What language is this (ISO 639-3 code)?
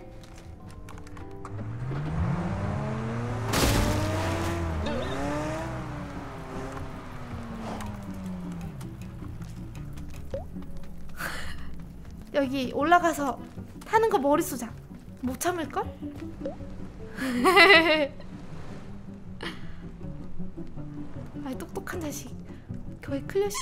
kor